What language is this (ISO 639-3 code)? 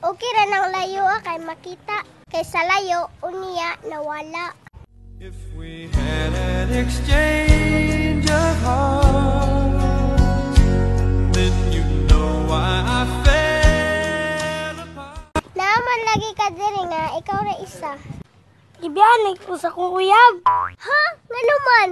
ceb